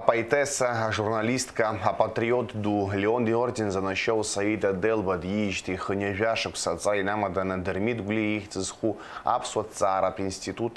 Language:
Abkhazian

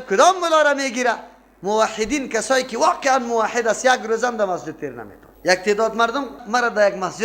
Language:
Persian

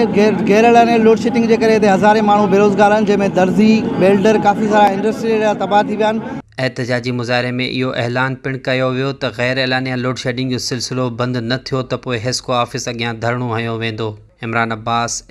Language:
Sindhi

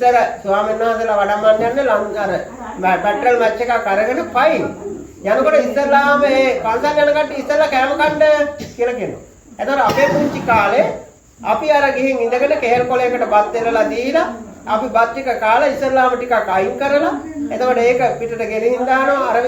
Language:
Sinhala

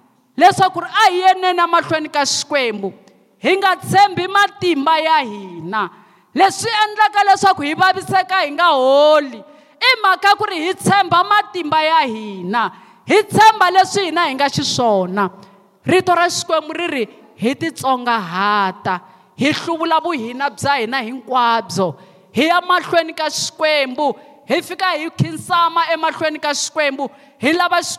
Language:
Tsonga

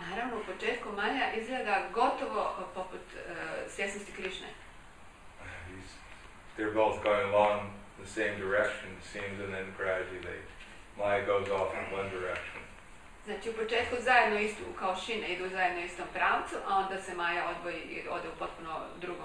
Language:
Croatian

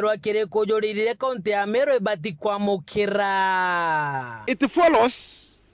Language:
Meru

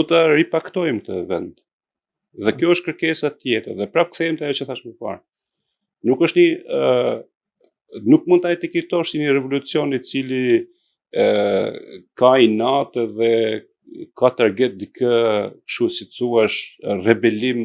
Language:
Albanian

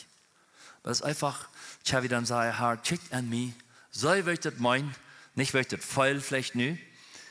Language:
Plautdietsch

